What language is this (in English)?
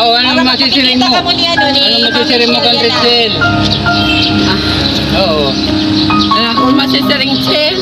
Waray